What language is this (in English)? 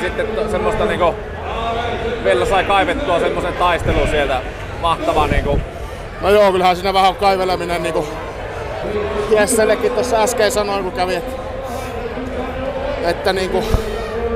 Finnish